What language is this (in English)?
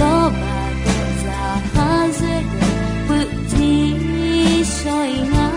Akha